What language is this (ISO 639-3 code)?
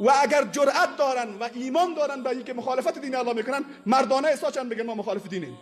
tgk